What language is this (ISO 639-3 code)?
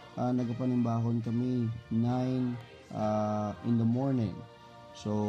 hil